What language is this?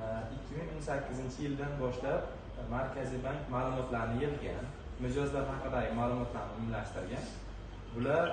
Uzbek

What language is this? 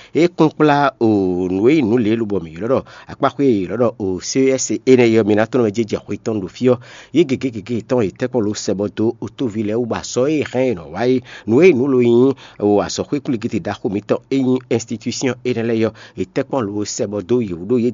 Fon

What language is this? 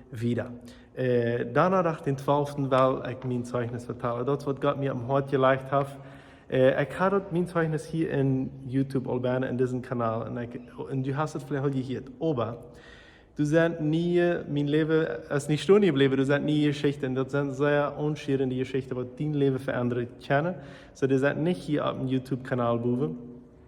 Plautdietsch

